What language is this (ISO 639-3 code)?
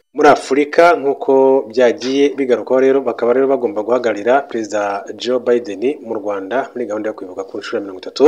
kin